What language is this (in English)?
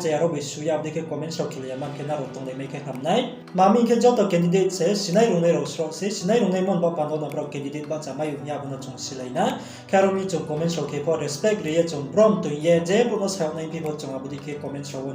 Riang (India)